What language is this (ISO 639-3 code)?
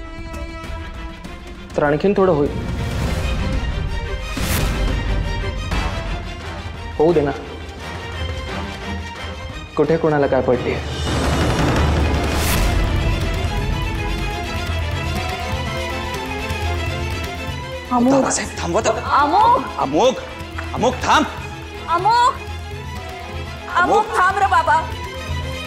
mar